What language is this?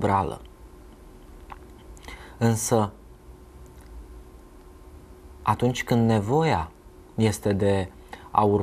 Romanian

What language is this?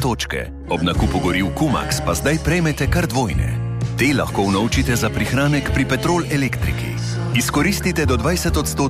Slovenian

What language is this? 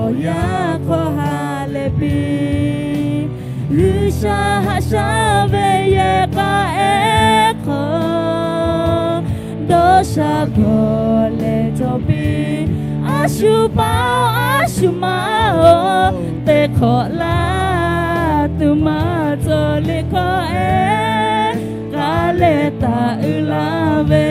Lahu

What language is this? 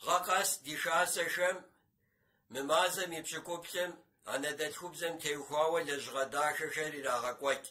Kabardian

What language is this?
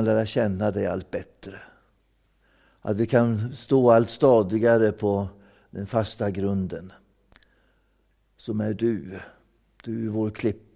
Swedish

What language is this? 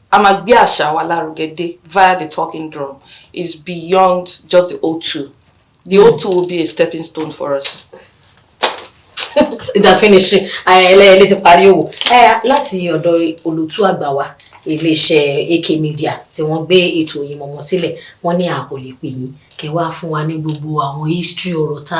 Yoruba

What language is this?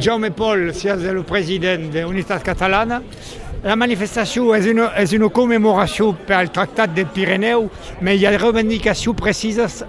Occitan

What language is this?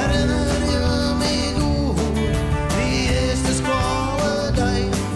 Western Frisian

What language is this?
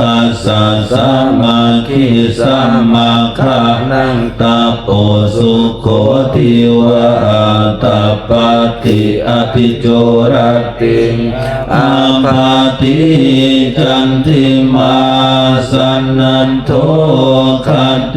Pali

